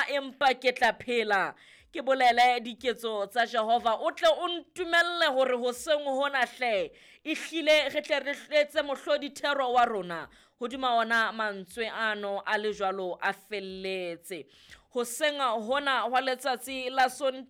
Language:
Southern Sotho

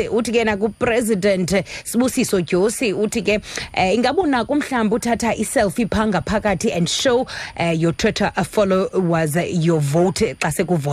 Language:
Xhosa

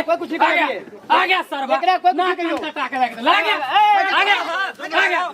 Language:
Maithili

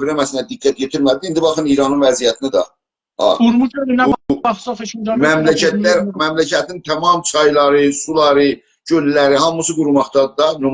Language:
South Azerbaijani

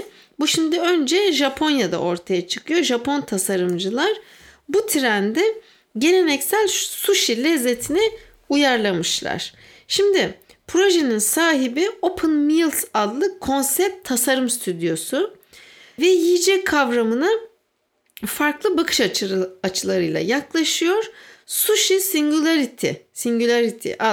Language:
Turkish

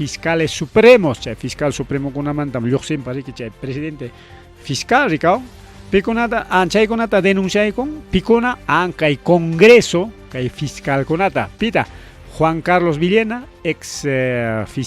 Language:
Ayacucho Quechua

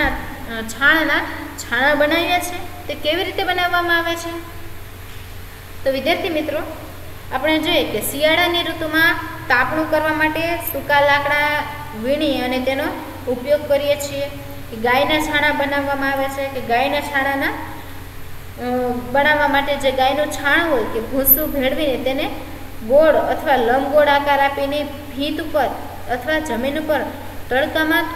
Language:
Gujarati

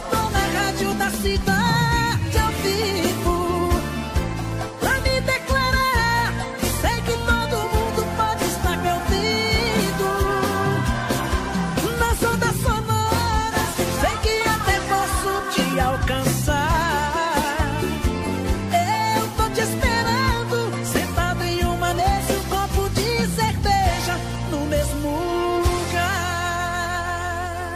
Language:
Portuguese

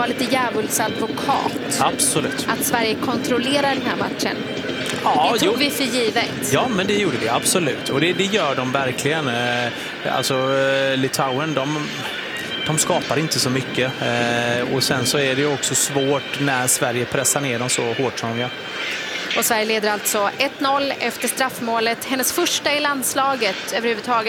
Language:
Swedish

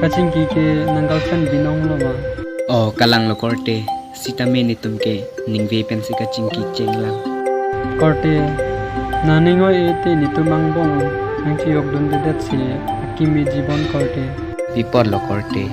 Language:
Karbi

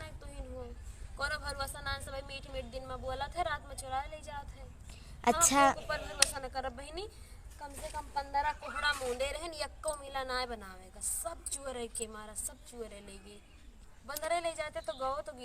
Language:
Awadhi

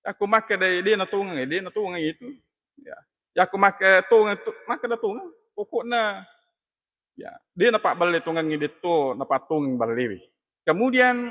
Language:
Buginese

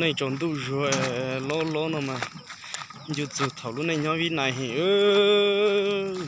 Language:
Hmong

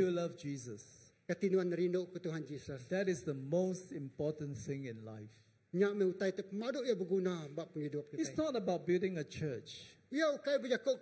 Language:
Iban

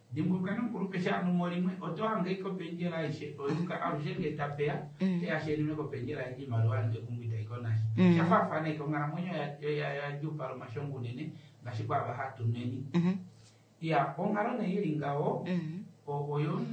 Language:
Kuanyama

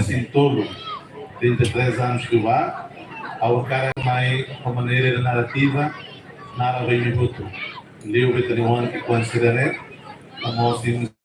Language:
Tetum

